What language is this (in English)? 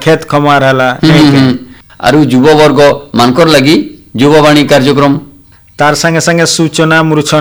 Odia